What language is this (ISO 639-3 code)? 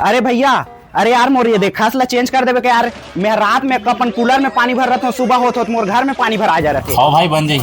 hne